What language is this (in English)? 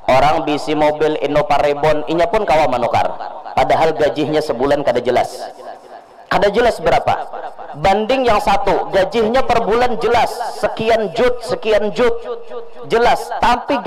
Banjar